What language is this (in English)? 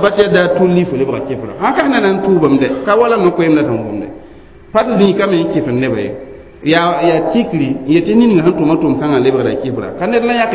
Mossi